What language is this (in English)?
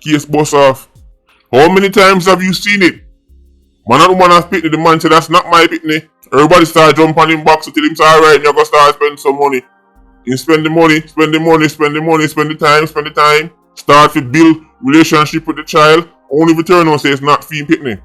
Jamaican Creole English